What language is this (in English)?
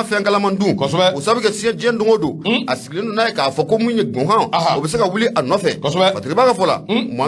Bambara